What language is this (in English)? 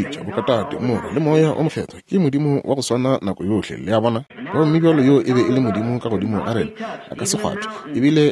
Northern Sotho